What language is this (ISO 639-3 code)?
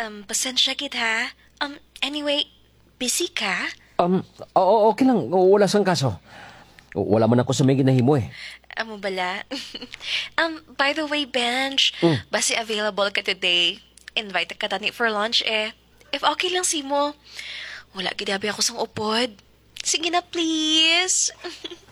hil